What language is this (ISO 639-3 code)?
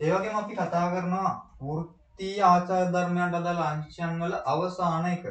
sin